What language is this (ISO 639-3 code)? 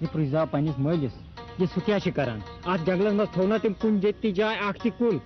kas